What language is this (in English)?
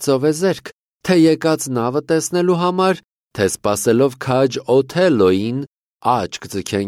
Armenian